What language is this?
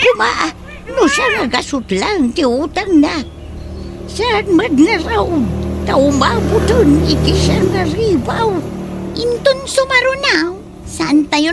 Iloko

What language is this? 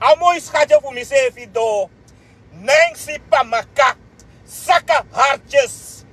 Sranan Tongo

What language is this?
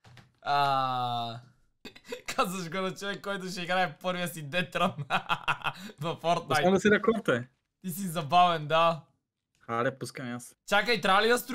Bulgarian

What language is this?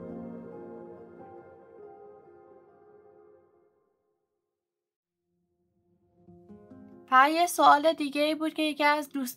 Persian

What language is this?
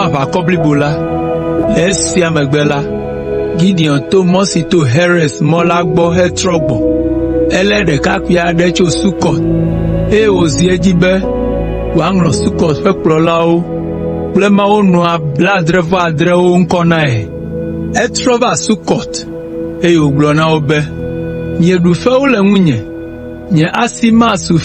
Ewe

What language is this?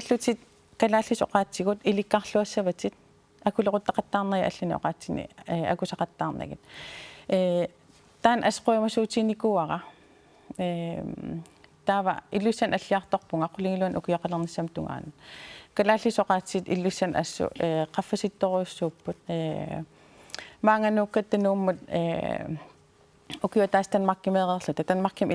Kalaallisut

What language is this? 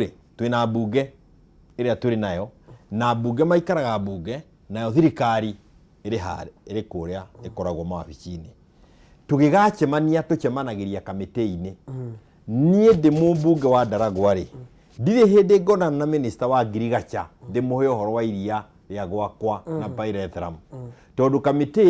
Kikuyu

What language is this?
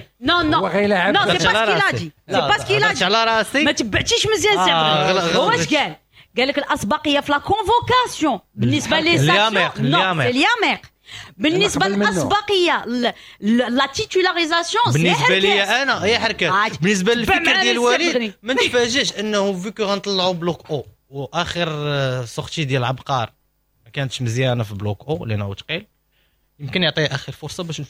Moroccan Arabic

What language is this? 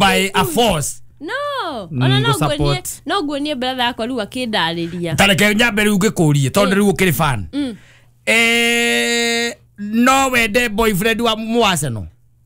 Kikuyu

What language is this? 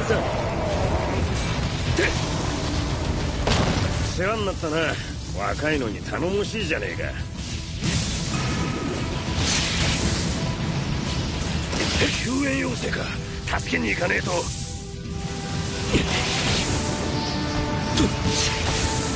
Japanese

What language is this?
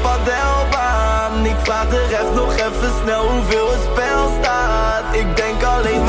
Dutch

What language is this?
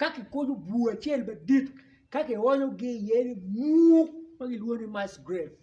Acoli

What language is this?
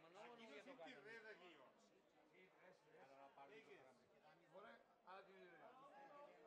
Catalan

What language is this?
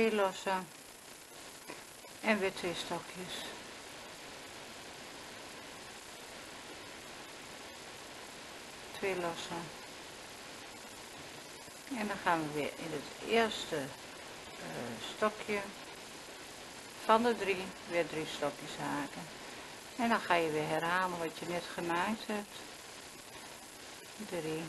Dutch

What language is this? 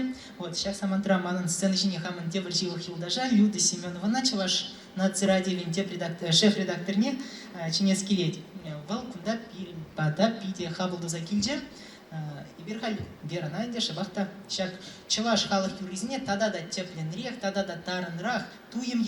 Chuvash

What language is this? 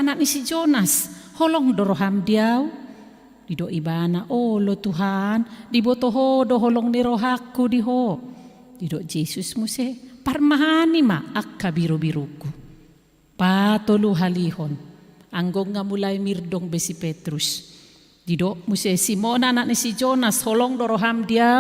Batak Toba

